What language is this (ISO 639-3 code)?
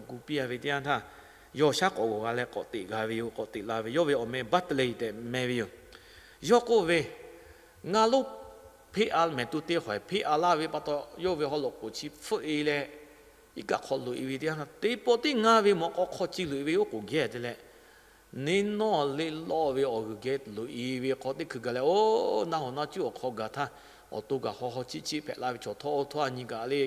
lhu